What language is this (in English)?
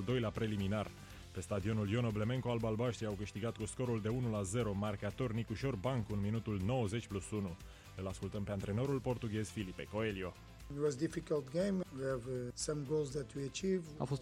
Romanian